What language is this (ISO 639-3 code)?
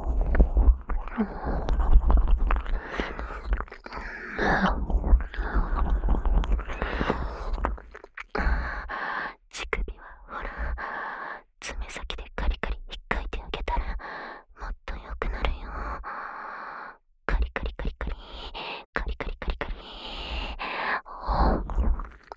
jpn